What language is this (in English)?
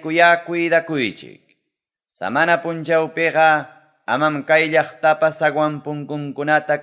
Ayacucho Quechua